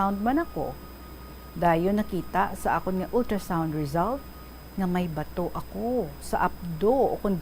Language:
Hiligaynon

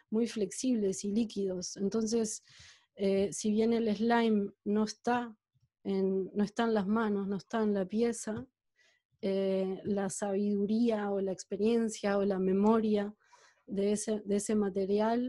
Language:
Spanish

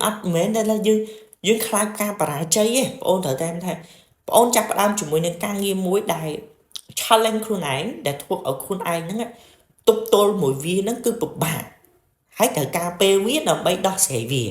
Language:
Khmer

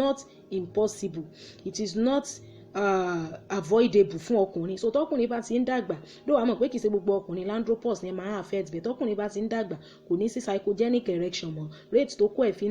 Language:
Yoruba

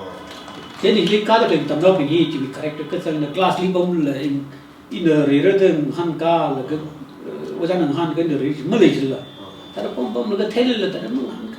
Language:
Tangkhul Naga (India)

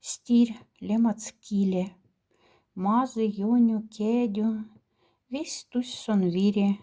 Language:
Moksha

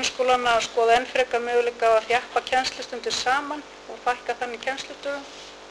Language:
Icelandic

